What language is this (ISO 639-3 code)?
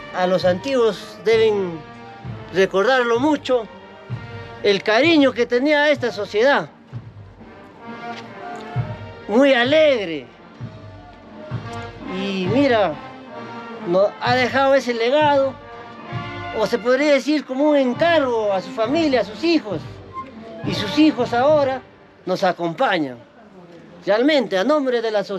spa